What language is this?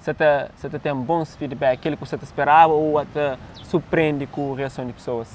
Kabuverdianu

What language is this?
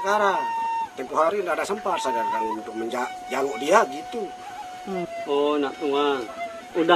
Sasak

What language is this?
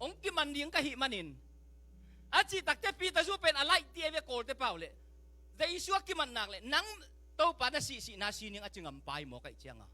Tedim Chin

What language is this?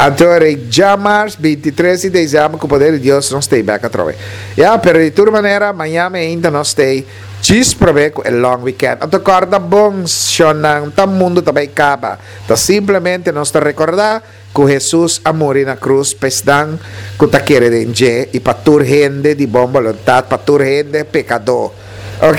Papiamento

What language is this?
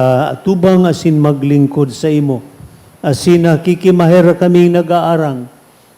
Bikol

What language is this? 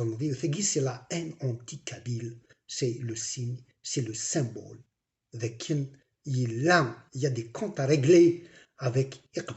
Kabyle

